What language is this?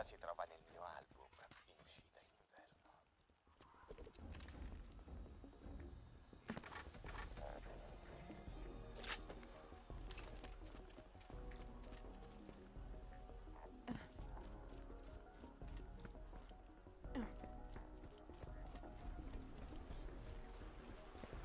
Italian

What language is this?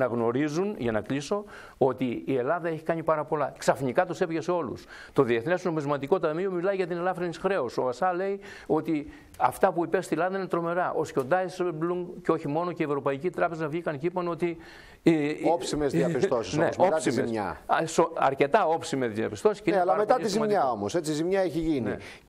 Greek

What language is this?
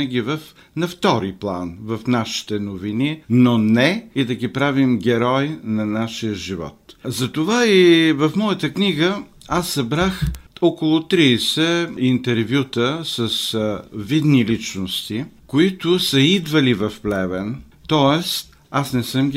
Bulgarian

